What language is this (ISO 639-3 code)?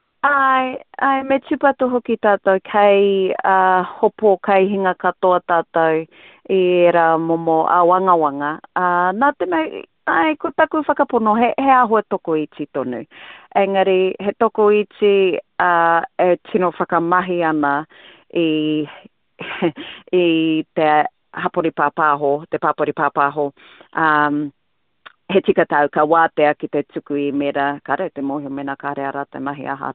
mri